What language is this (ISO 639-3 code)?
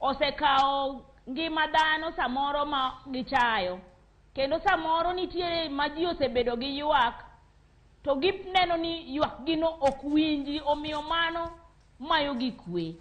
luo